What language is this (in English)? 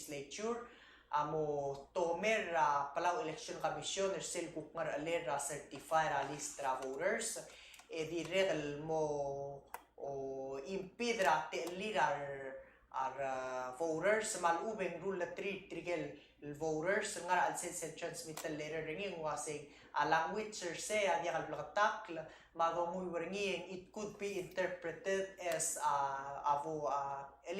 Palauan